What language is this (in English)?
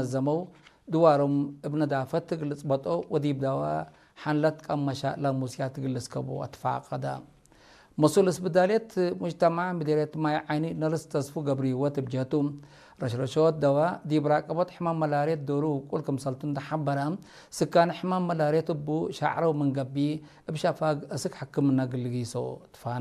Tigre